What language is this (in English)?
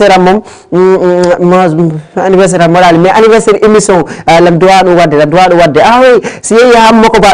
Fula